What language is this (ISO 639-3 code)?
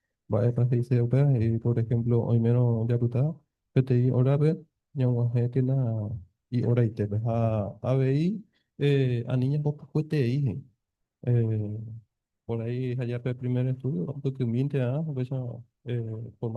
grn